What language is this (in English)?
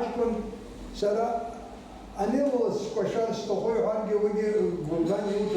Abkhazian